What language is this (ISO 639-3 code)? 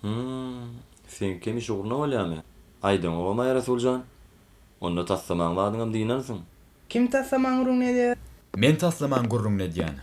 tuk